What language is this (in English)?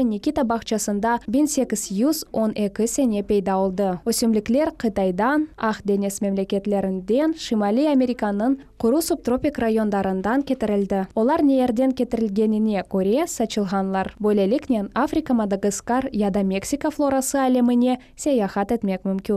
Crimean Tatar